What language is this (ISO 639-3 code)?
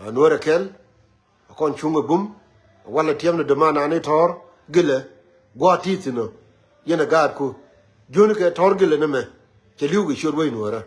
nus